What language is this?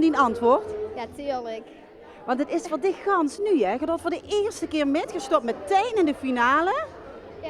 Limburgish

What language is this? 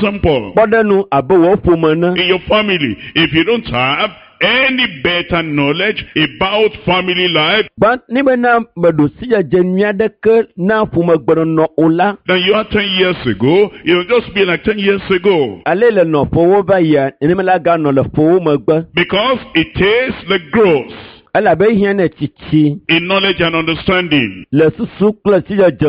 Ewe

